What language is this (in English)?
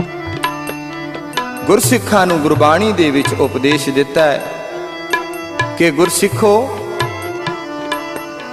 Punjabi